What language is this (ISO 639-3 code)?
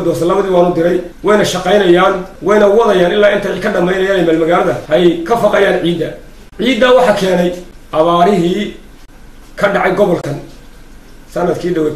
som